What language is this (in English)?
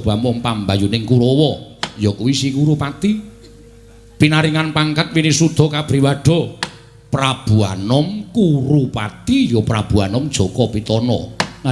Javanese